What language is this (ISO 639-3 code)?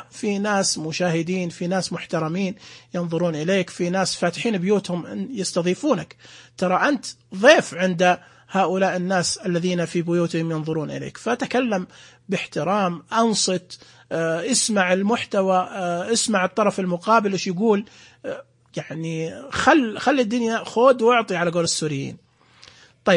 ars